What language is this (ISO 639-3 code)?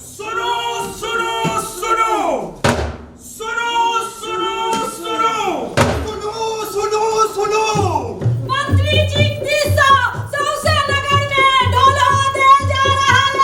mai